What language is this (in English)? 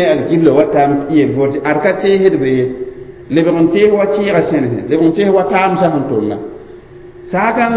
Mossi